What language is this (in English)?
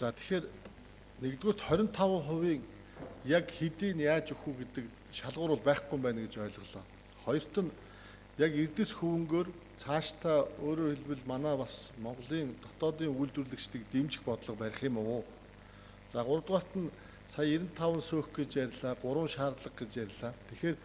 Mongolian